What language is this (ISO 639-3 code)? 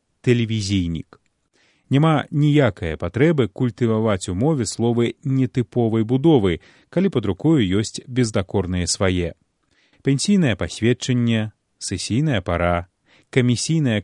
bel